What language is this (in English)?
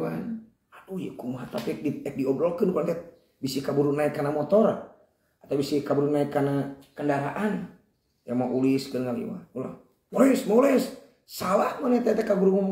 Sundanese